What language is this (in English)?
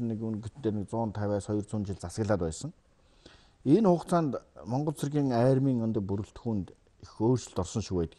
Mongolian